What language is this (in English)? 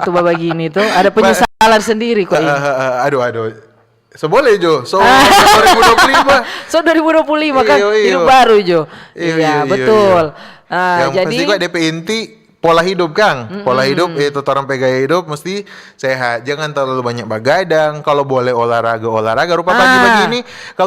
Manado Malay